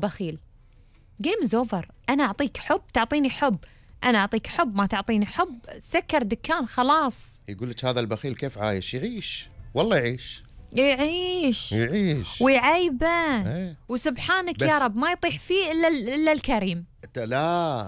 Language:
Gulf Arabic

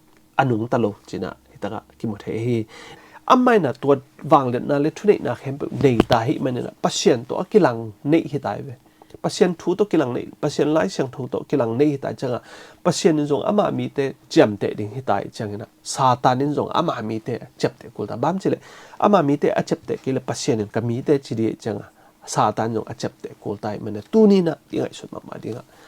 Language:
Tedim Chin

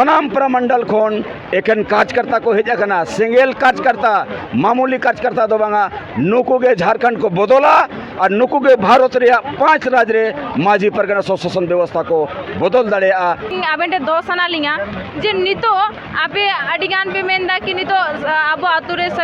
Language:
Santali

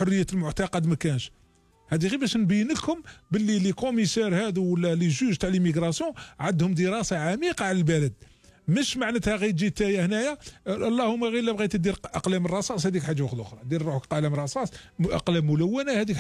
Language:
Algerian Arabic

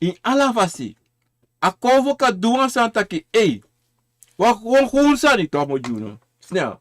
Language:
Sranan Tongo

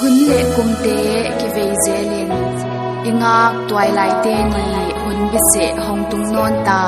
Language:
Paite Chin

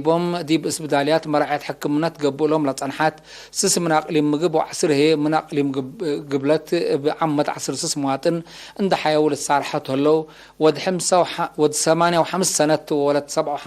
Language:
Tigre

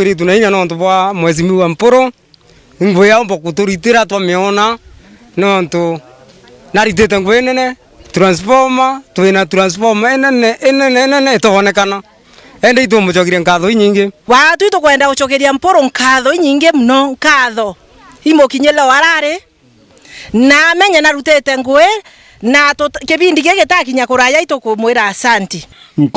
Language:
Meru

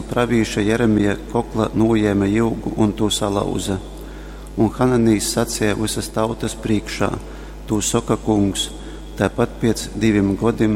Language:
Latgalian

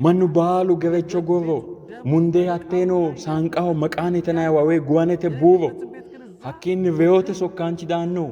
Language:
Sidamo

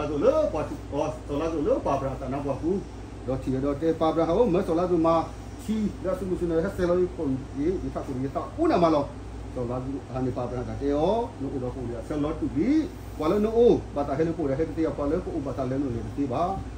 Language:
S'gaw Karen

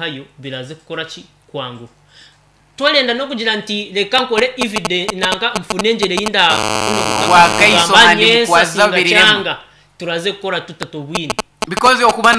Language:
Nyankole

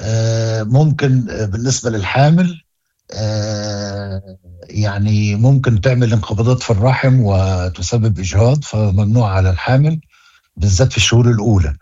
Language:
Moroccan Arabic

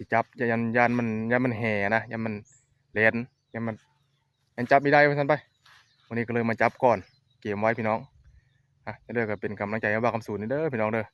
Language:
Northeastern Thai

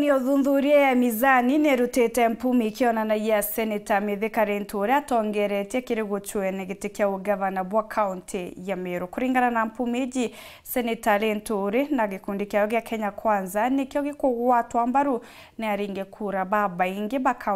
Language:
Meru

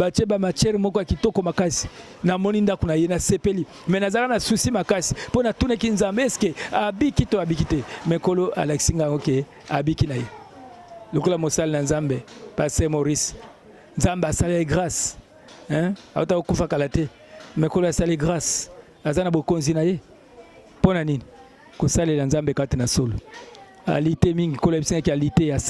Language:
Lingala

